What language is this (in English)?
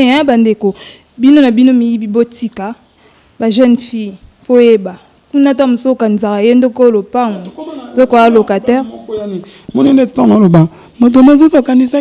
Lingala